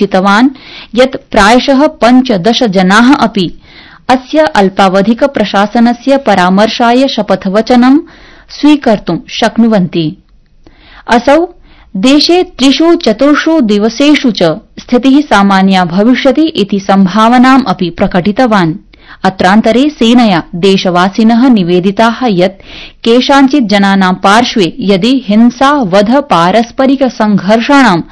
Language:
Sanskrit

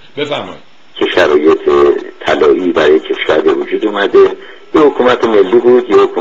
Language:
Persian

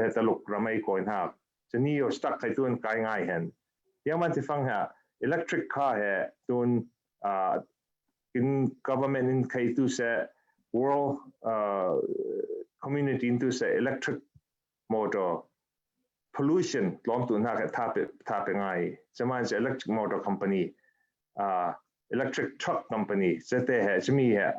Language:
Falam Chin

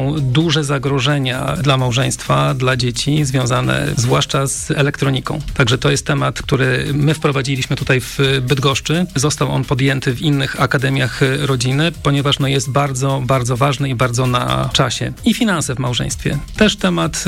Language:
Polish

